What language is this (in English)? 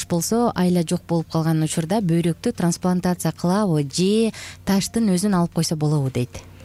Kyrgyz